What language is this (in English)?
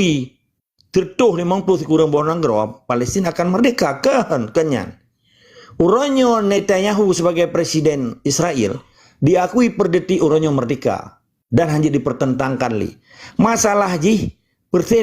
Achinese